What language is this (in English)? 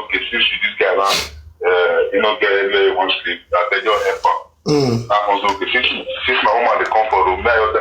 Nigerian Pidgin